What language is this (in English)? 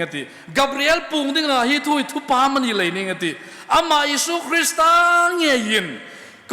Hmar